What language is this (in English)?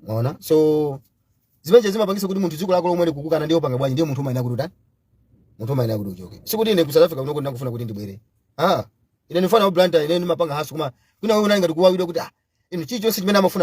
Nyanja